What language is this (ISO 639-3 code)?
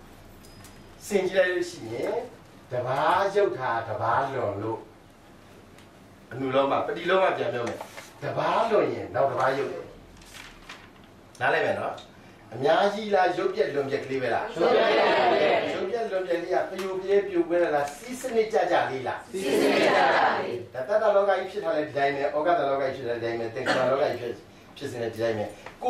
mya